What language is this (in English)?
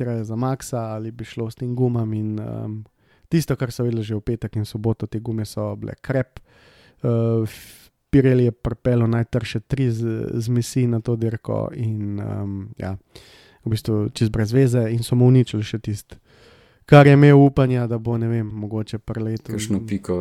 Slovenian